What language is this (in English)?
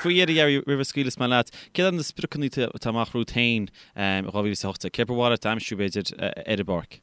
Irish